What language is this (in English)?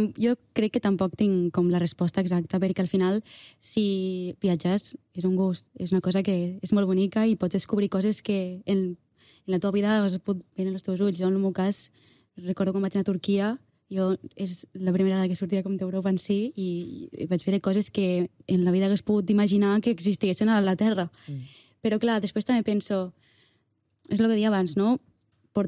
Catalan